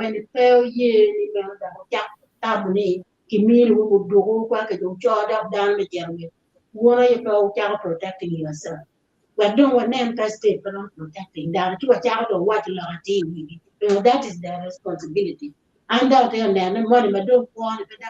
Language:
Acoli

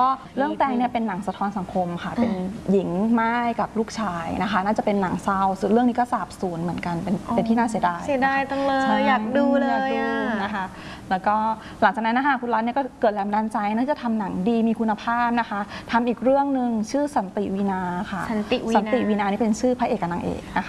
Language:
Thai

